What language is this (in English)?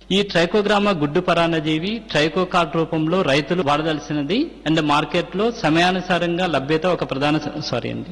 Telugu